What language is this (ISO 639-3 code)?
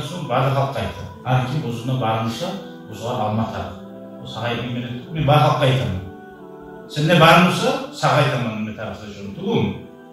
kum